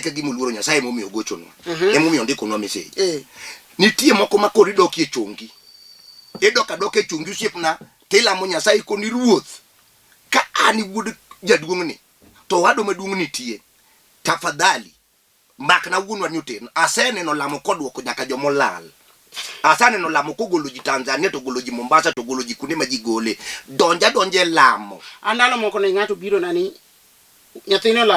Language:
Luo (Kenya and Tanzania)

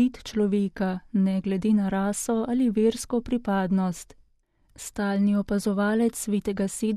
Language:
Slovenian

